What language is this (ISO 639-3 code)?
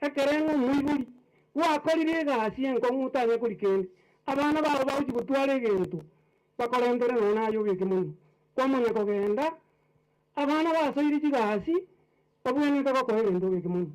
guz